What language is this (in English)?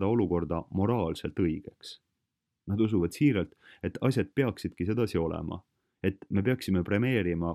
Estonian